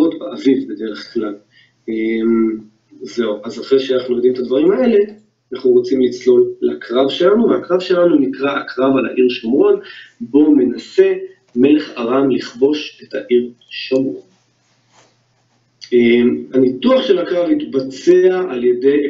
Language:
Hebrew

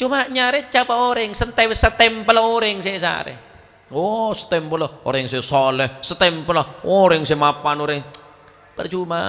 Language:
Madurese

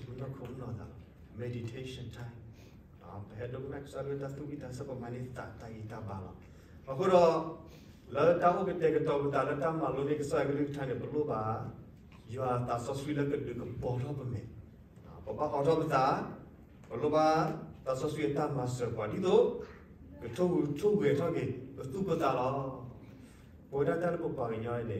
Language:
S'gaw Karen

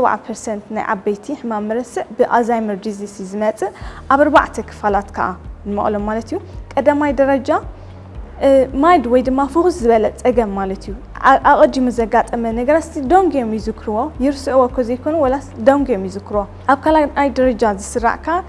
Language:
Tigrinya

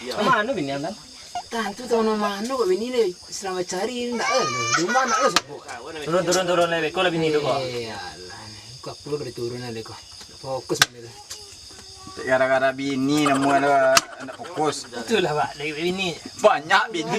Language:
Minangkabau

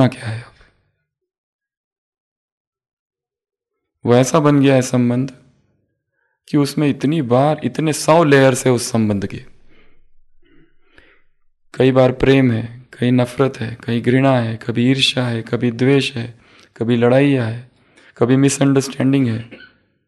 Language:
Hindi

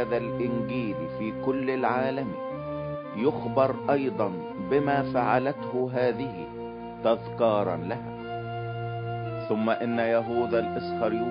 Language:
Egyptian Arabic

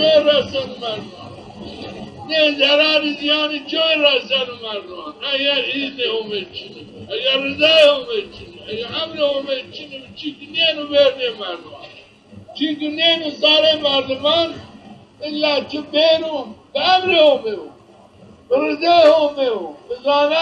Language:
Zaza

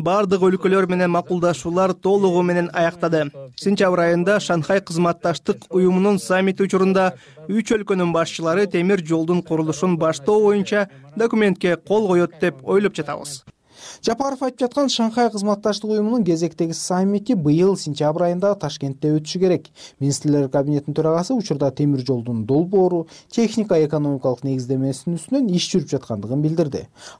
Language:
Kyrgyz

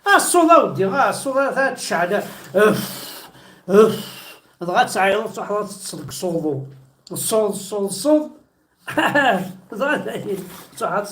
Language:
Kabyle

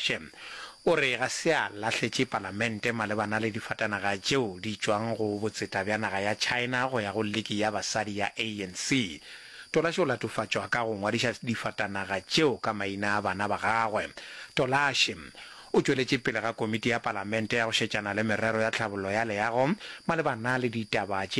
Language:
Northern Sotho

